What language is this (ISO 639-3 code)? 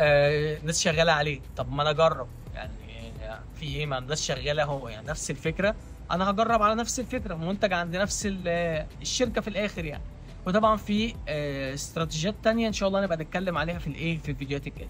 arz